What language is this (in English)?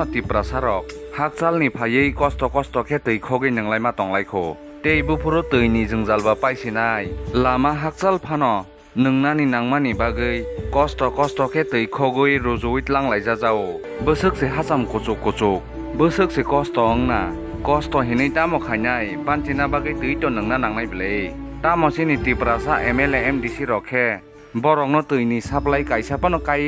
Kok Borok